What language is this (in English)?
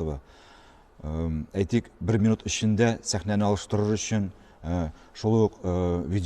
Tatar